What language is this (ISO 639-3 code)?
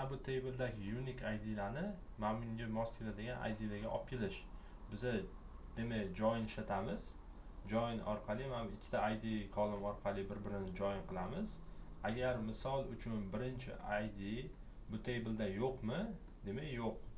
uzb